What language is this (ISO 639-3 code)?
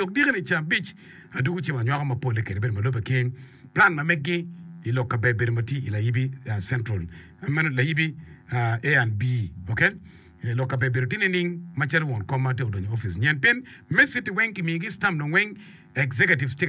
ach